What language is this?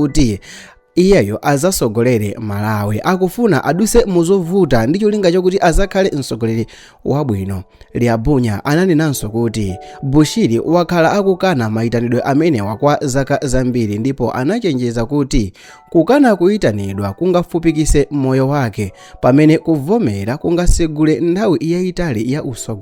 Nyanja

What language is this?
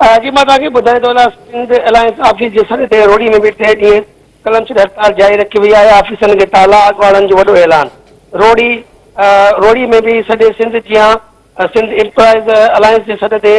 Sindhi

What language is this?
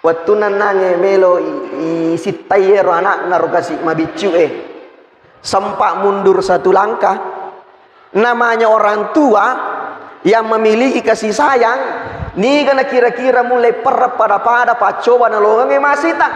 Buginese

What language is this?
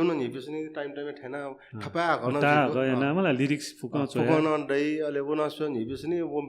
Newari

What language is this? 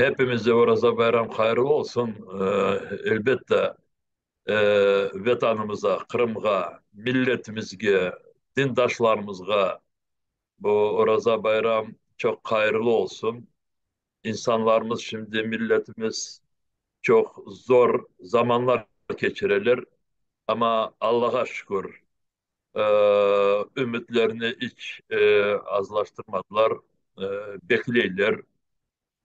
Crimean Tatar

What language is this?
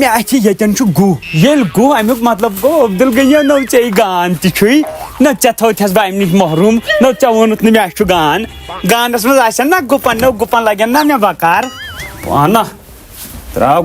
Kashmiri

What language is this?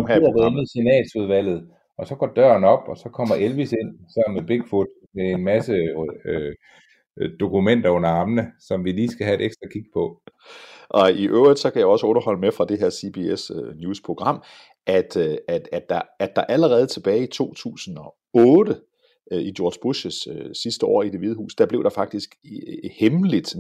Danish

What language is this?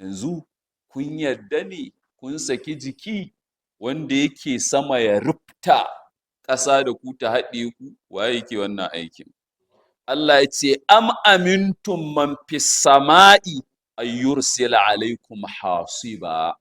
Hausa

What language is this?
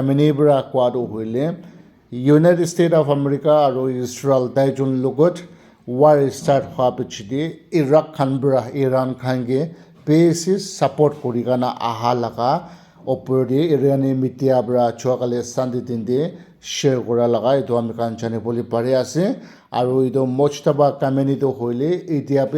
Naga Pidgin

